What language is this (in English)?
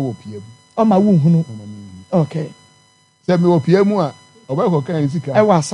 Akan